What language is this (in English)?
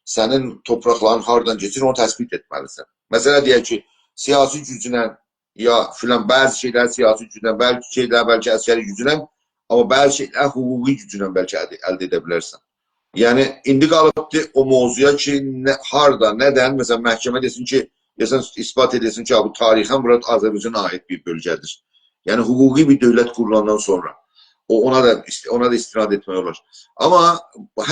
South Azerbaijani